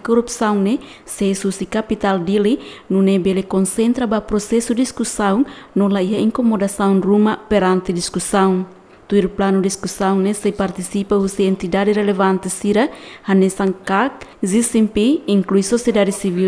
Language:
Tetum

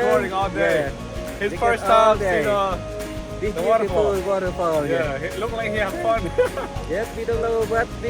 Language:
Central Mnong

